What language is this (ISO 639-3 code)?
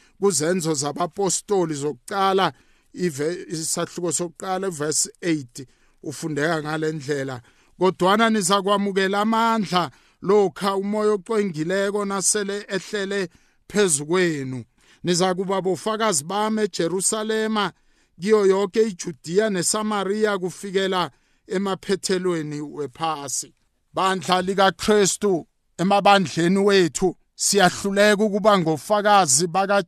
nbl